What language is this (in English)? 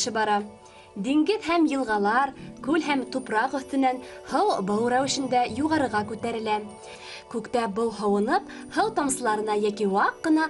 Bashkir